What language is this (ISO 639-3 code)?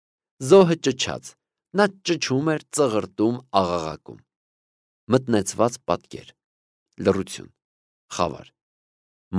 hye